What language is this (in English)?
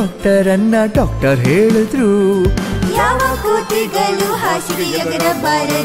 Kannada